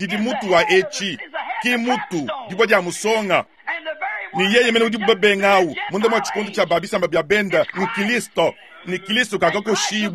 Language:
Luba-Lulua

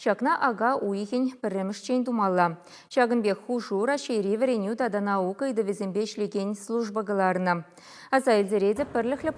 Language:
Chuvash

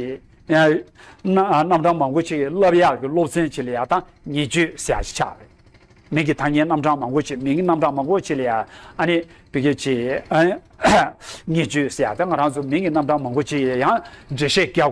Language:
Tibetan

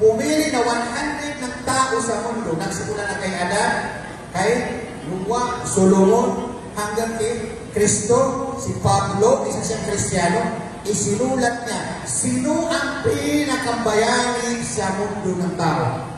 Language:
Maranao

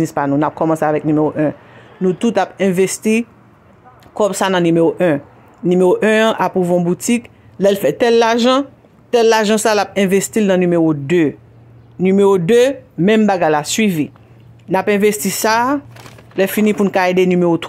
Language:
Haitian Creole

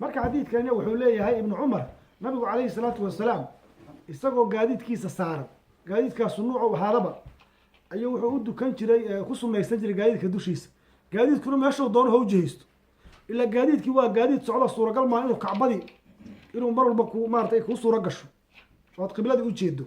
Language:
Somali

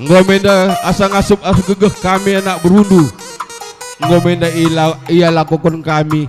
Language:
Batak Karo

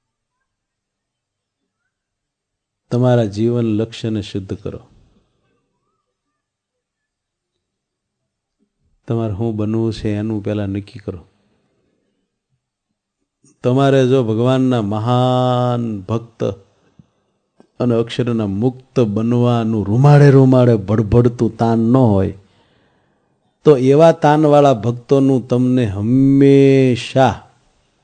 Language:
Gujarati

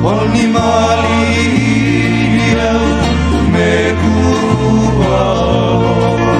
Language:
Hawaiian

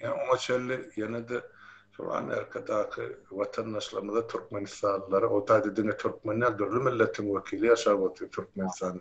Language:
Turkmen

